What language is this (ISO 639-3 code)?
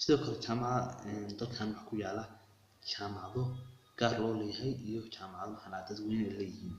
som